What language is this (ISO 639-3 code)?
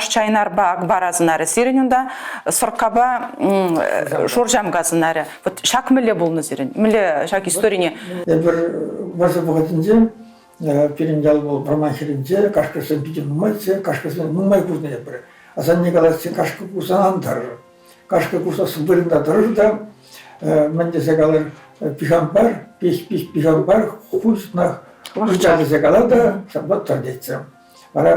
chv